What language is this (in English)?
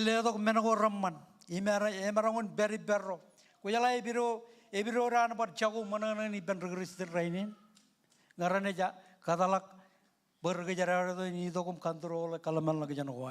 Marshallese